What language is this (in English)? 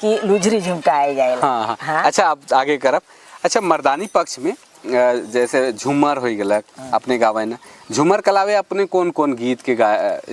Sadri